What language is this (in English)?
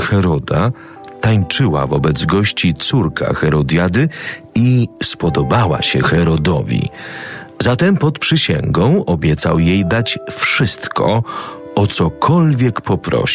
Polish